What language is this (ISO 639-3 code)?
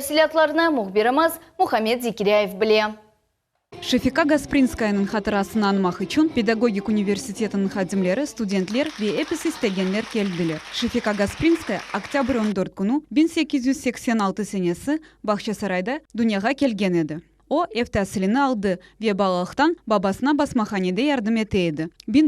crh